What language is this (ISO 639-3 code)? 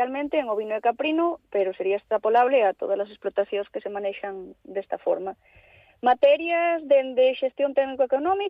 glg